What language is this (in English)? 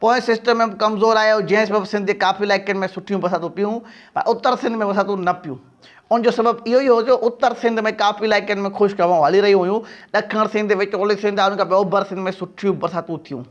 Sindhi